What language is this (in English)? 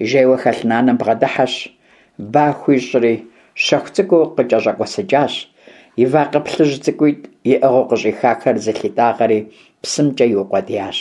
Kabardian